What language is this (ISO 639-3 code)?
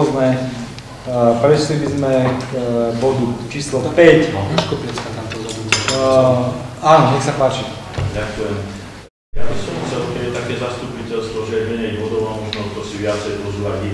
slk